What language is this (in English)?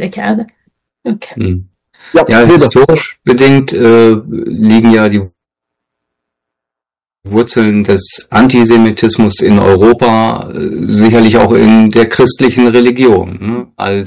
Persian